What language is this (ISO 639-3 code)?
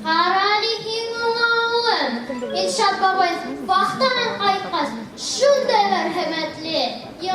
bak